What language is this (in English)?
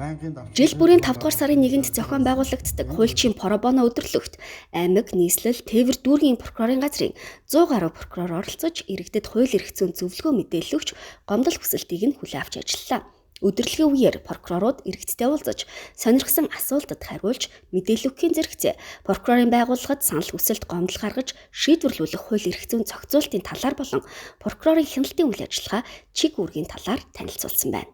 Mongolian